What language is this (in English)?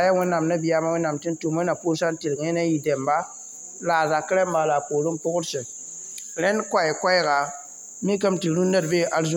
Mossi